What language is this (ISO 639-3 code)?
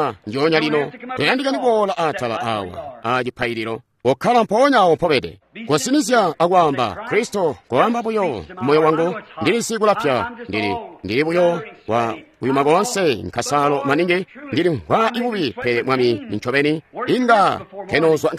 toi